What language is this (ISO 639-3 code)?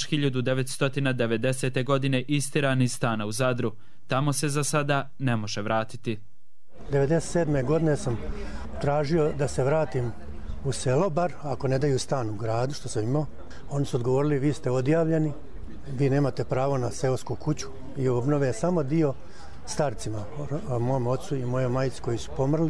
hrv